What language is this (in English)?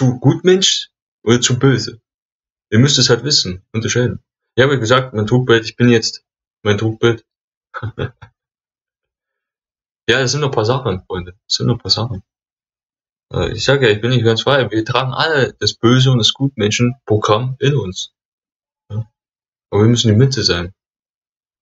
German